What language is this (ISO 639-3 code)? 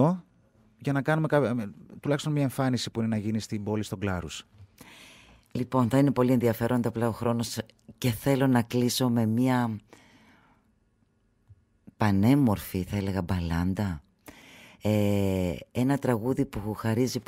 ell